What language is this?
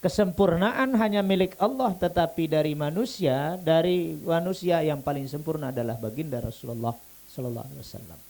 Sasak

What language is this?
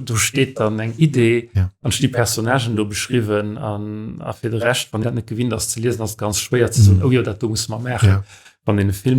Luxembourgish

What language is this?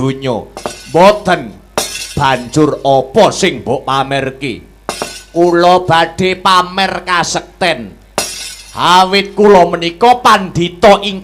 Javanese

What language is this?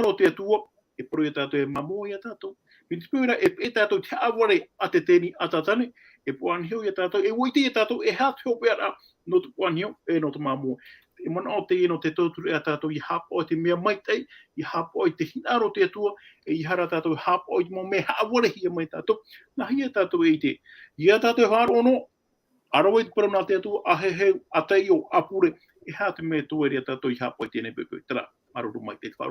Tahitian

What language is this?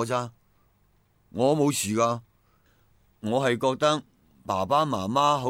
Cantonese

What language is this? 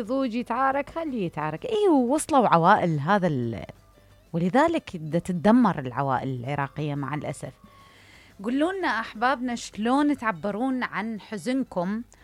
Mesopotamian Arabic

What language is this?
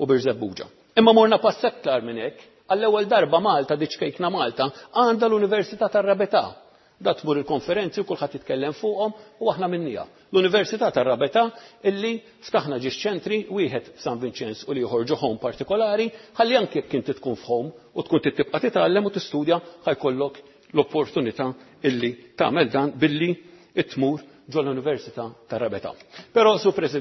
Maltese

